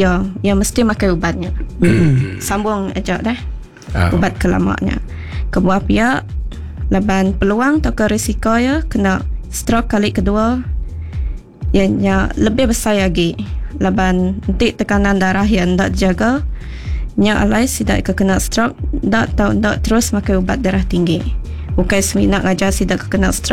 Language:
Malay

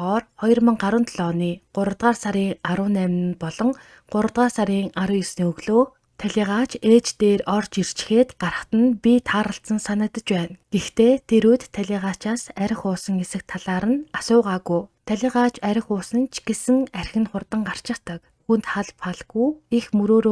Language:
Mongolian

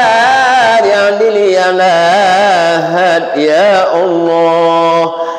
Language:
Minangkabau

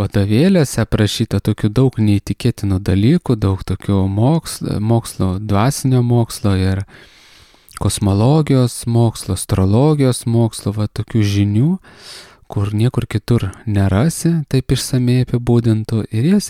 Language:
Lithuanian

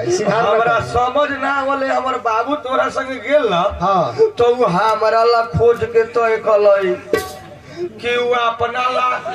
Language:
Bhojpuri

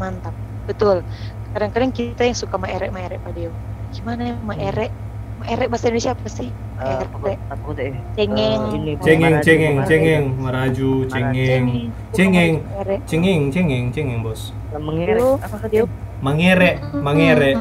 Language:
Manado Malay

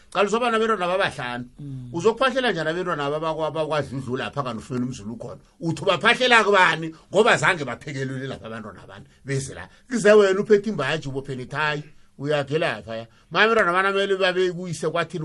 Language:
South Ndebele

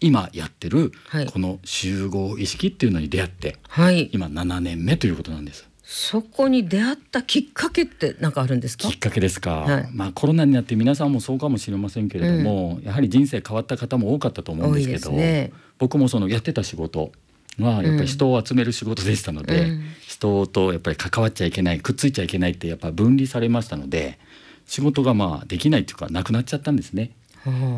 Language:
Japanese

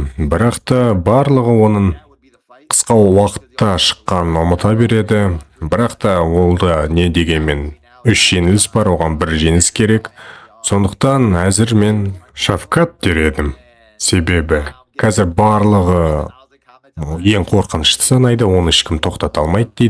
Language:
Kazakh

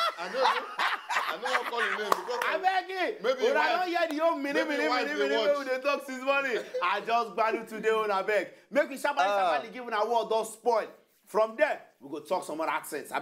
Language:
Nigerian Pidgin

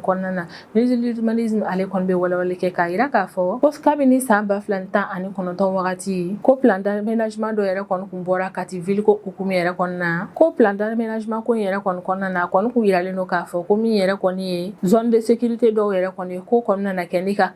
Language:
Bambara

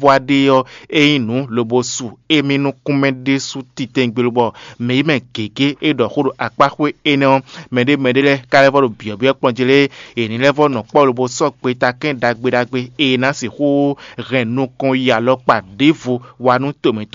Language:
Fon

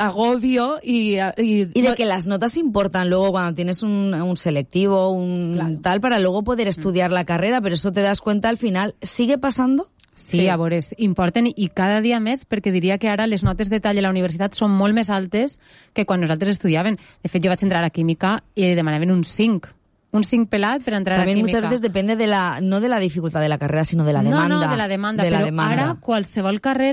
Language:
Catalan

